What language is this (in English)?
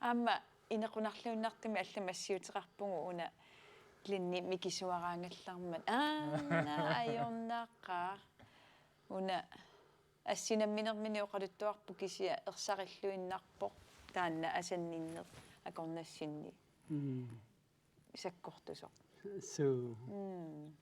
Kalaallisut